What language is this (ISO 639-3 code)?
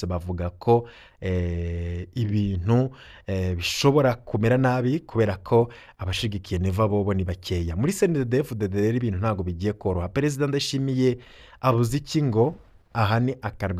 run